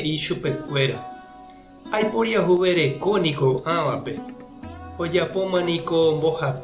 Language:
Guarani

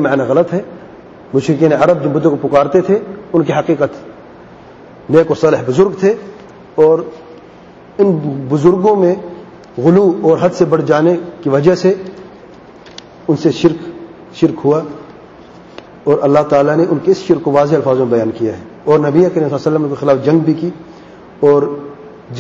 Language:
Urdu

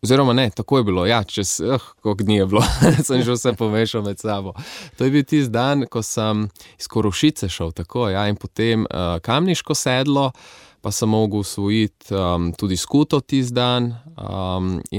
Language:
Slovenian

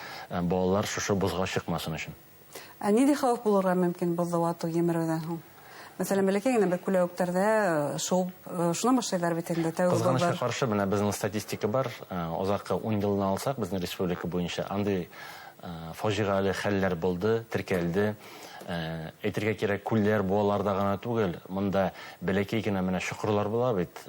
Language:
Bashkir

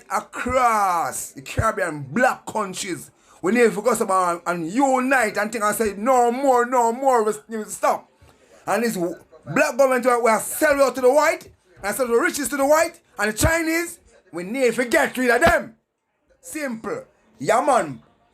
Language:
Jamaican Creole English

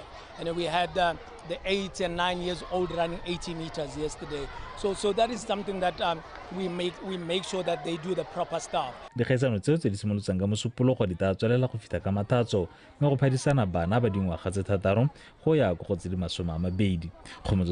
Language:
Tswana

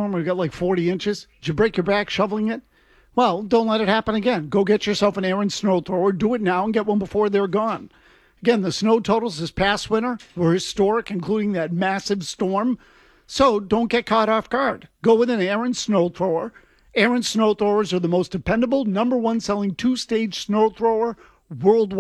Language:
English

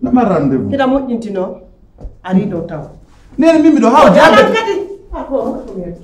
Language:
Pular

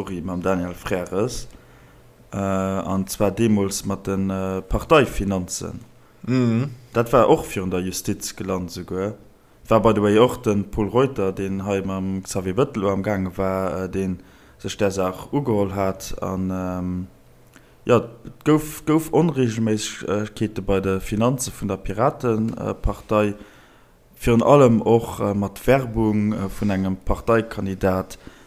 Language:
Luxembourgish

